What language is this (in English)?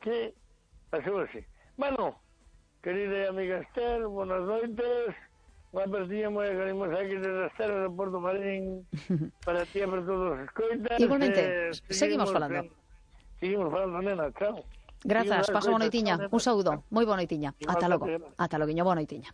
Galician